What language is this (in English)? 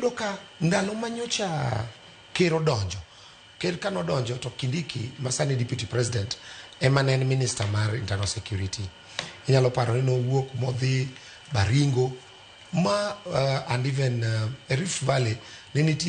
Luo (Kenya and Tanzania)